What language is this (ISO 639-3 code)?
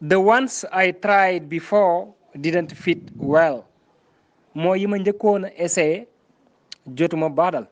wol